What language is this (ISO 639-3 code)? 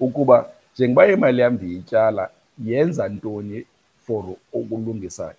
xho